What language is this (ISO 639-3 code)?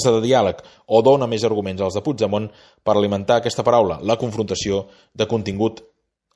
cat